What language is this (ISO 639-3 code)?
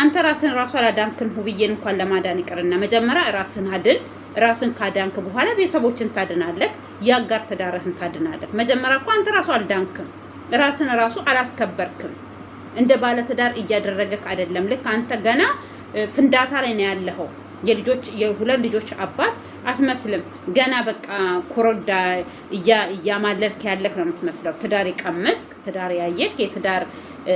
amh